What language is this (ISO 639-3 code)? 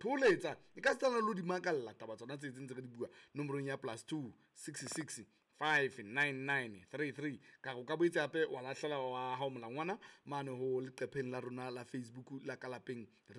sot